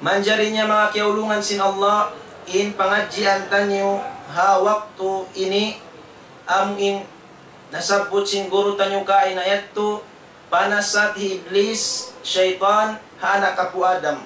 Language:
Tausug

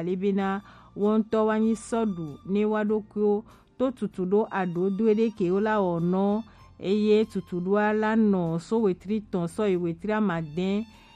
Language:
Gen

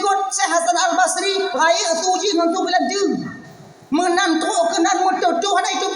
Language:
Achinese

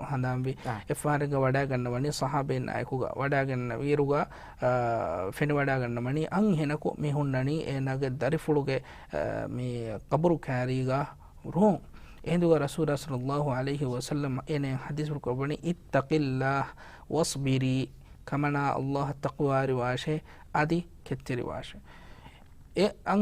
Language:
Divehi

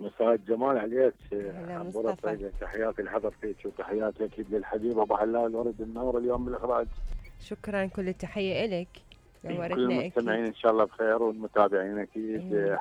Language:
Mesopotamian Arabic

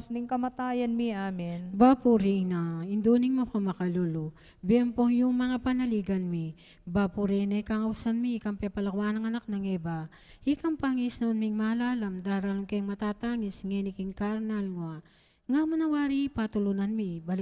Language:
Pampanga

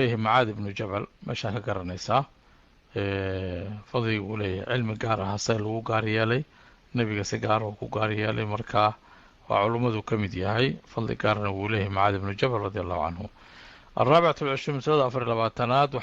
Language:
Somali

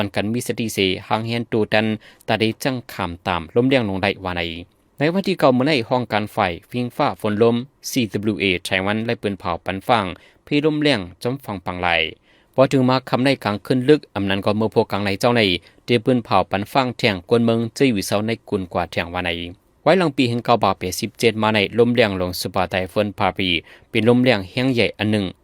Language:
Shan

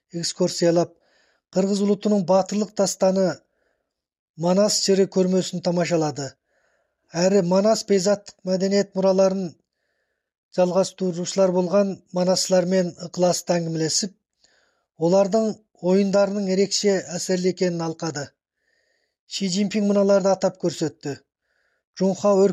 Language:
Kazakh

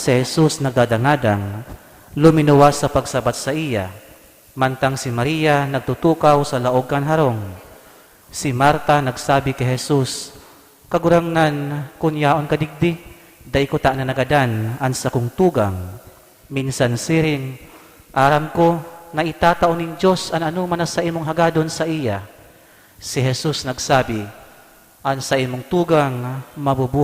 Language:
Bikol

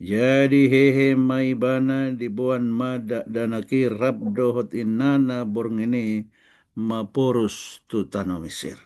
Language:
Batak Toba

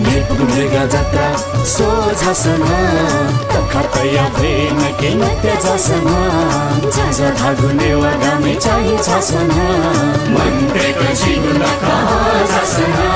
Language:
Newari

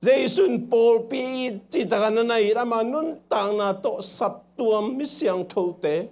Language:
Tedim Chin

